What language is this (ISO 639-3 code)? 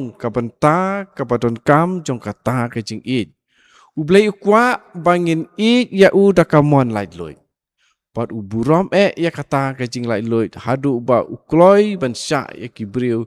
kha